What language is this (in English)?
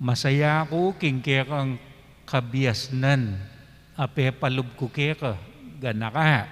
Pampanga